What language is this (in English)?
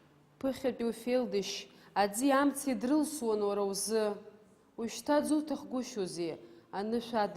Abkhazian